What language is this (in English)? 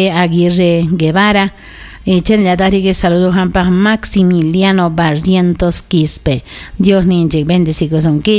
Ayacucho Quechua